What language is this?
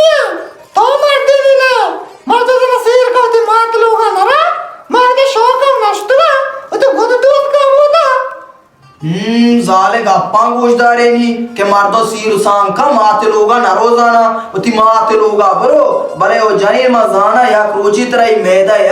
Baluchi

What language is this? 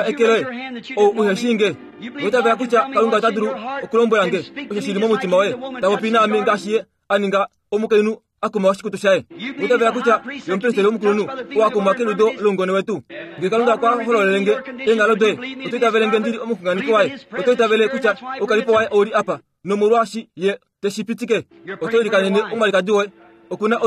Kuanyama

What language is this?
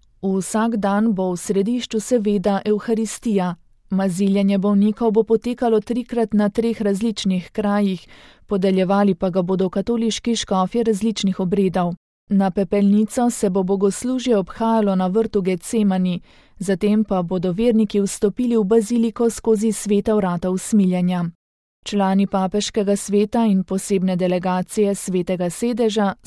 Slovenian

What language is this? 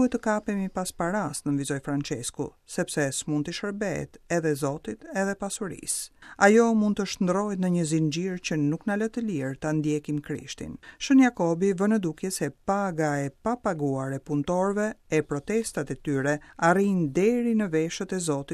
Albanian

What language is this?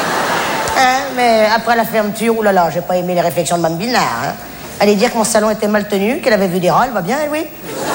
French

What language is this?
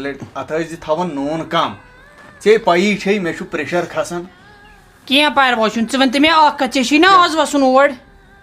Kashmiri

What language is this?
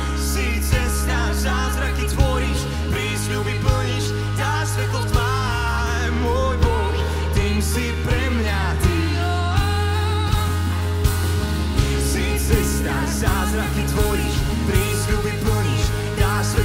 Slovak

